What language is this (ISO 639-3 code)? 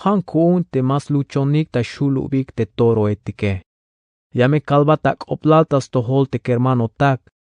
tzh